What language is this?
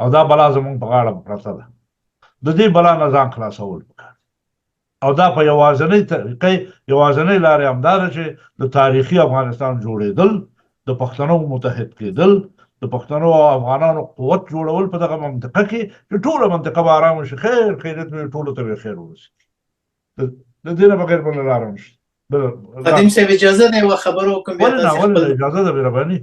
Pashto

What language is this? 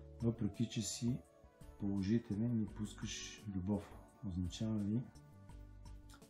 Bulgarian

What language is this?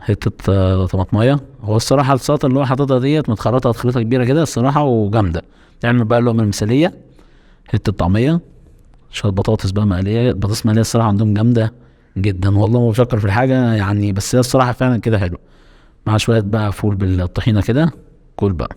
Egyptian Arabic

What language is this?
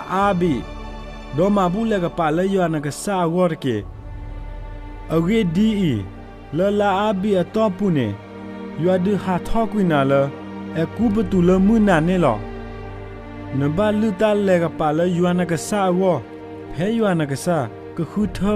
S'gaw Karen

